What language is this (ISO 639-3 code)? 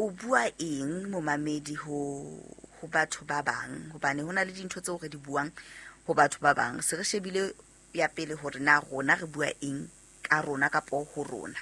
sot